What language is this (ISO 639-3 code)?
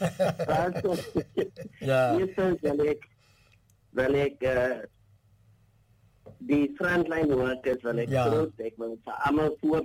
afr